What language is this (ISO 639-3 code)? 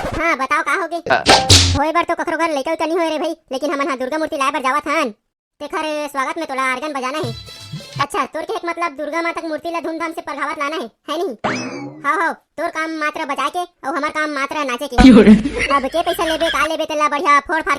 hne